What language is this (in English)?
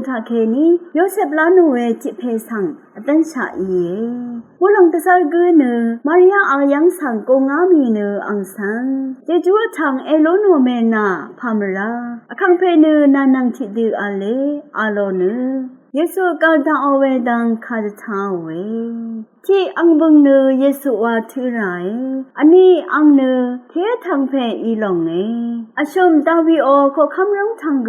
Rawang